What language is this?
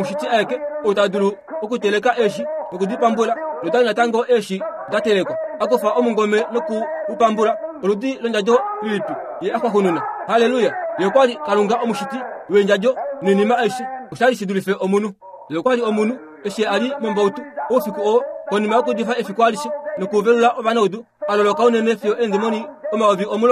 Kuanyama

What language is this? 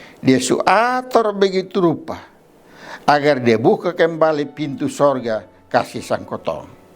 Kupang Malay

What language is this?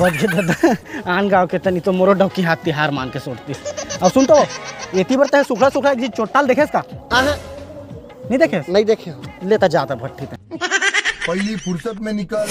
Chhattisgarhi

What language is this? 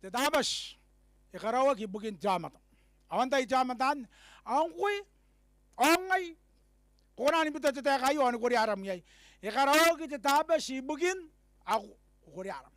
Gilbertese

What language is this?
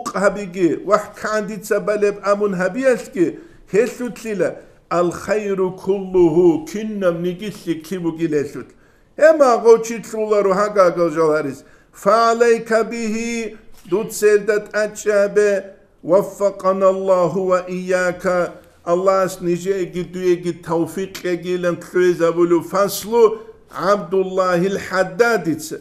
Avaric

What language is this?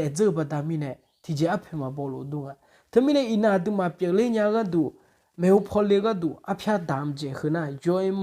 Akha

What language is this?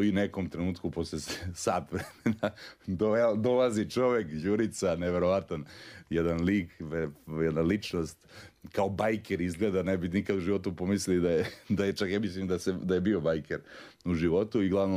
Serbian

